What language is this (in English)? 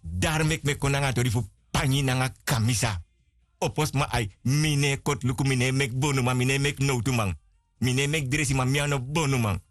Sranan Tongo